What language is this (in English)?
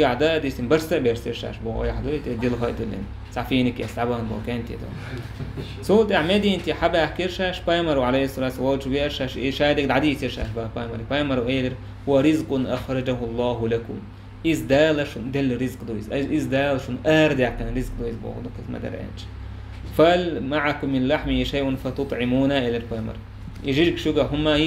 Chechen